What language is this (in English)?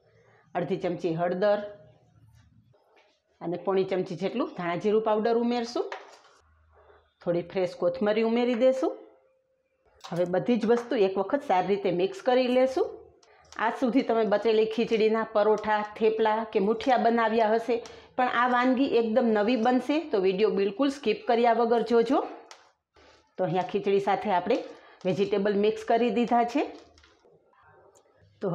Gujarati